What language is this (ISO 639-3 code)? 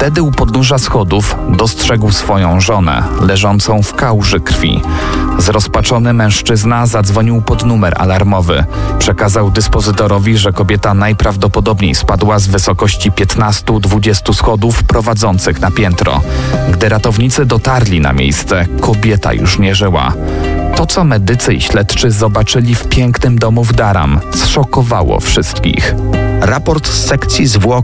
pol